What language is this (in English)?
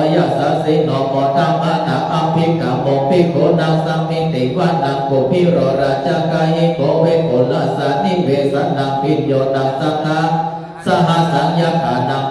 Pali